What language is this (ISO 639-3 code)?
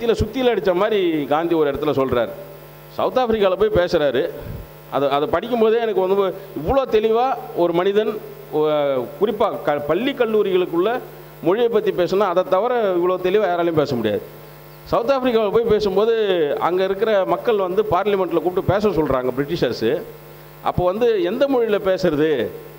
tam